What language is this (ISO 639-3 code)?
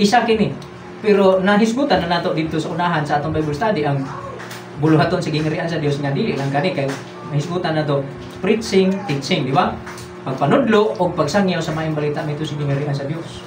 ceb